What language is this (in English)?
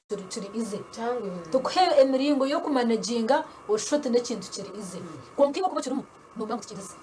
Nyankole